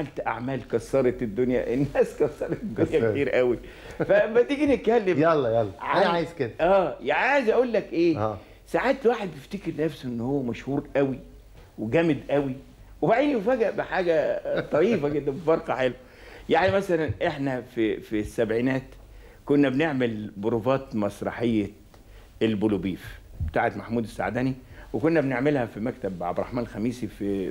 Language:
Egyptian Arabic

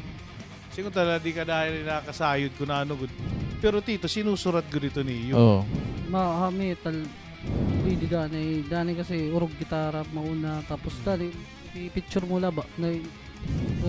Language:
Waray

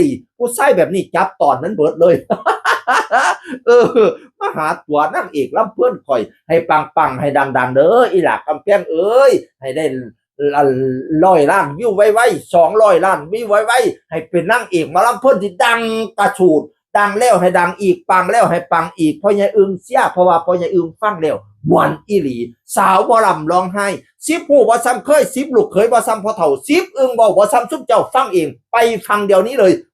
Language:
Northeastern Thai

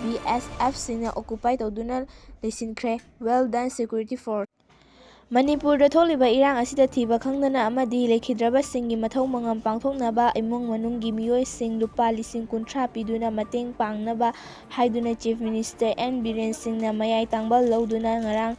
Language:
Manipuri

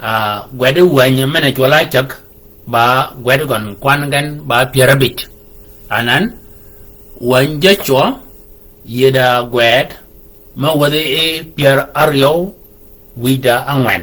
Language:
Shilluk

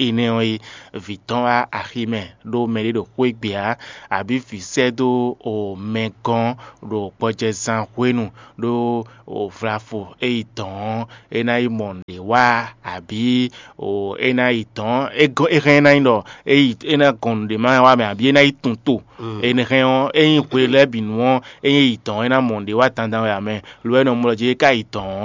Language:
Fon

